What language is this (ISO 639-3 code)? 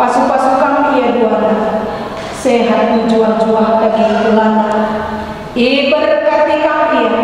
btx